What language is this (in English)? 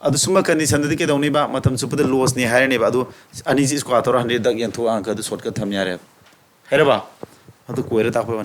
Manipuri